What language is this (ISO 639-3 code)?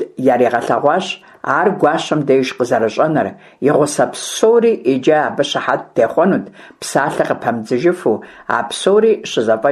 kbd